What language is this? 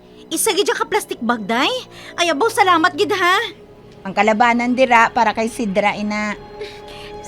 Hiligaynon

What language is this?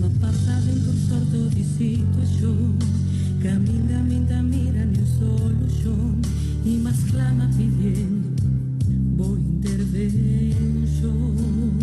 Papiamento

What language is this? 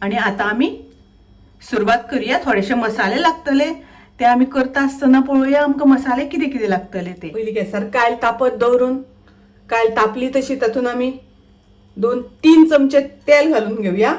Konkani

